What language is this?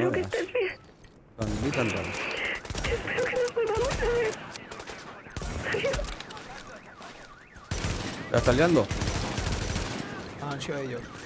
Spanish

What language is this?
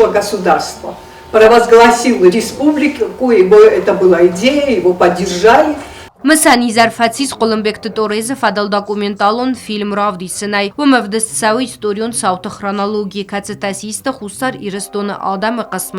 Ossetic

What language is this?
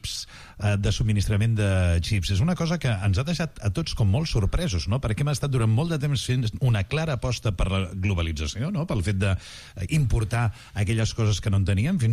Catalan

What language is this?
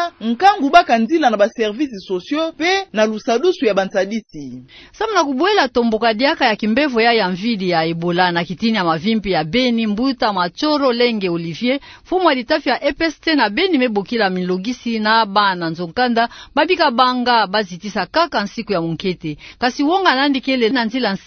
Kituba (Democratic Republic of Congo)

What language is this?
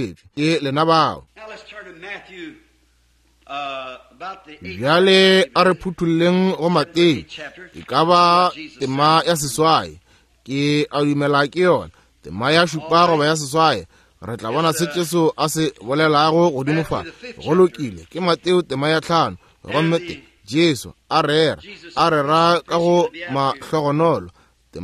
Northern Sotho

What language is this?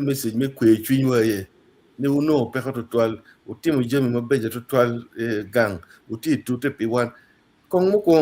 Acoli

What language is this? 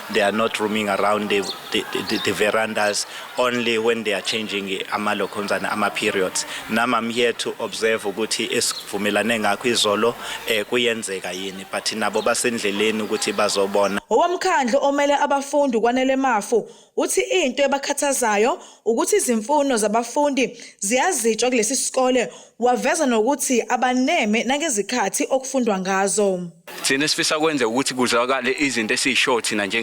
Zulu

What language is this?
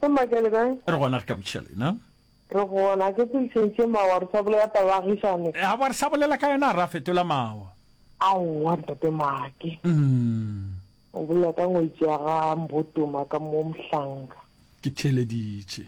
Northern Sotho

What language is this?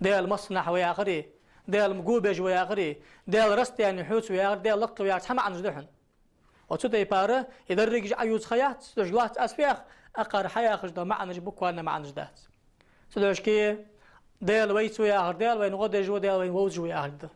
Ingush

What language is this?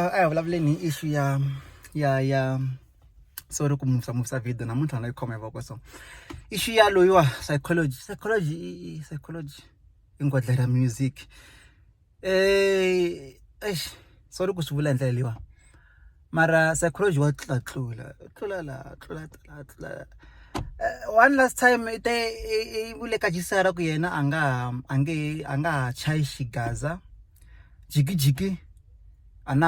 Tsonga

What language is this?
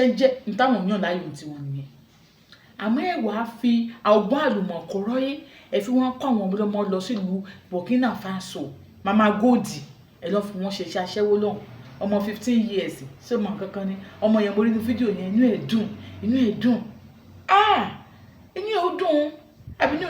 Yoruba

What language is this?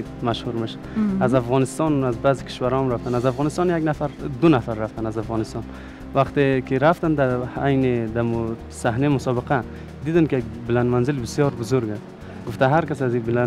Persian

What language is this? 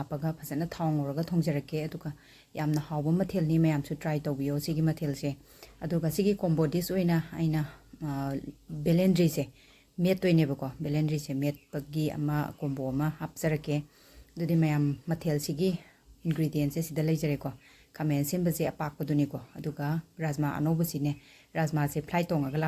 Manipuri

